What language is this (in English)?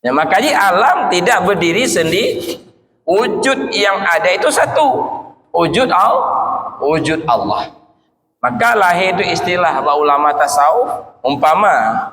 Achinese